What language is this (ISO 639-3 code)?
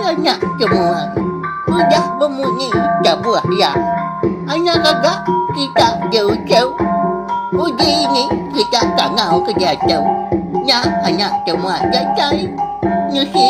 iba